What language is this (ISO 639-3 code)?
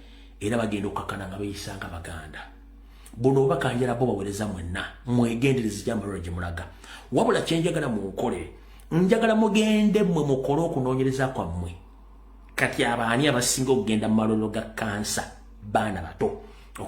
lug